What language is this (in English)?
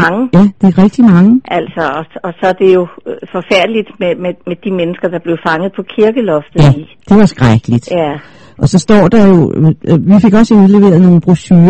Danish